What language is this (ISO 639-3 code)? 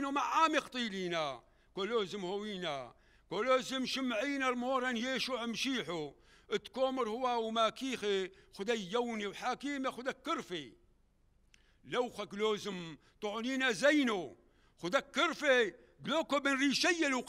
nld